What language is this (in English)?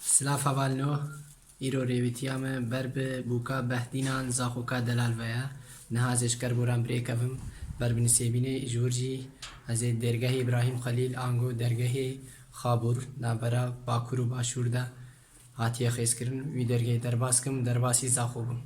Kurdish